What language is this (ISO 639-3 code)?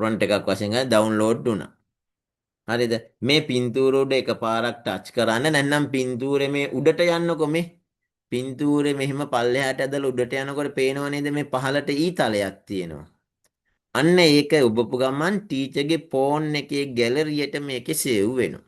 sin